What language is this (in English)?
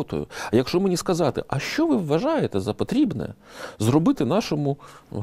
Ukrainian